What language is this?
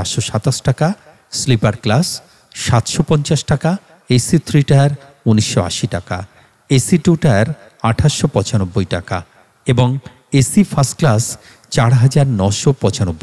Bangla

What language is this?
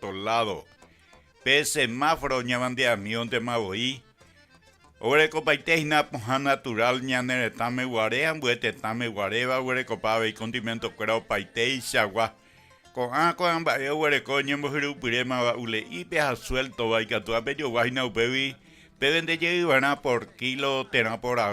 Guarani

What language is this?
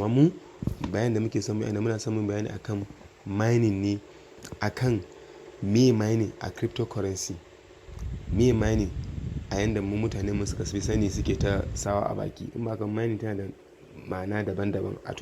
Hausa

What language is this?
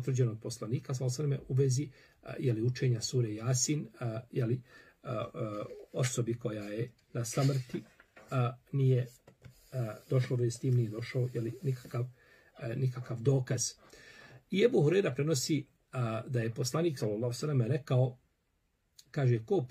Bosnian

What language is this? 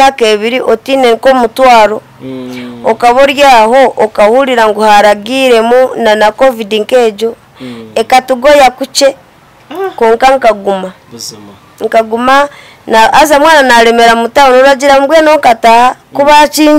Nyankole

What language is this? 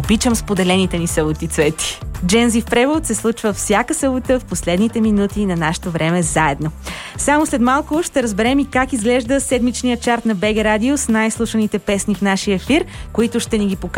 Bulgarian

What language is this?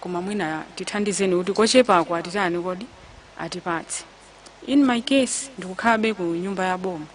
Nyanja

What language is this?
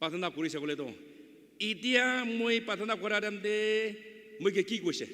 Naga Pidgin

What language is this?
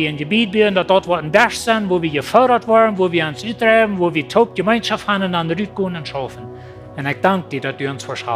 Plautdietsch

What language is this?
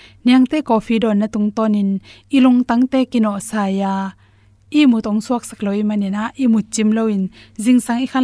Tedim Chin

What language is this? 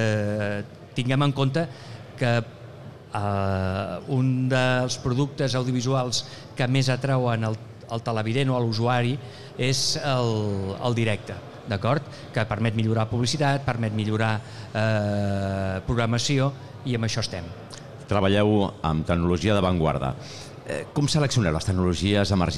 Catalan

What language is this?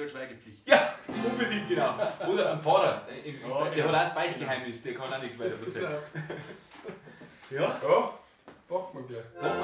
Bavarian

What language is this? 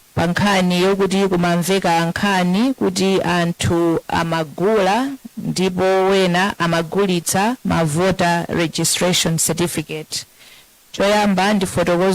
Nyanja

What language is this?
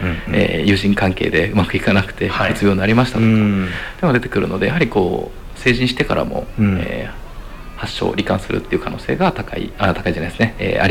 Japanese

